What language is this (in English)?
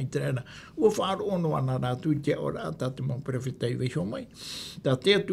Tahitian